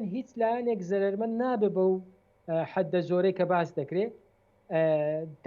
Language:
Central Kurdish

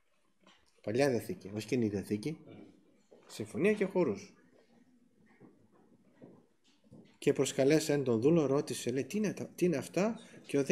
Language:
Greek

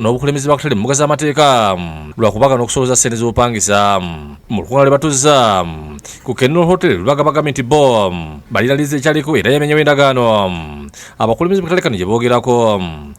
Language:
Ganda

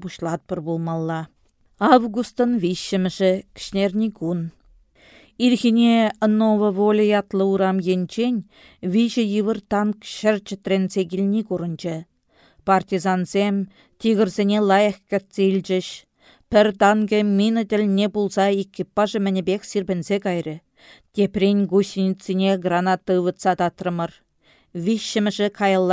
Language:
Chuvash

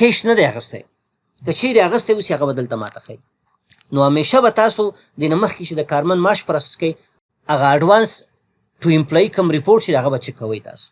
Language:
Pashto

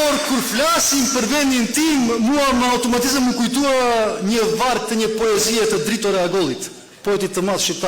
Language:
Albanian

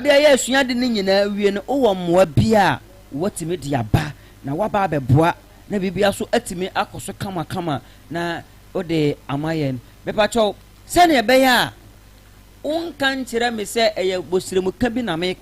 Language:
Akan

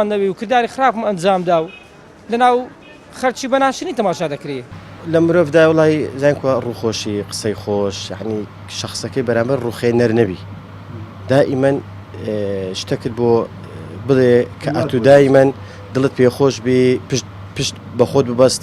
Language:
Central Kurdish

